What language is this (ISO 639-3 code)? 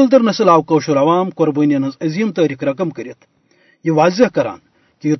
kas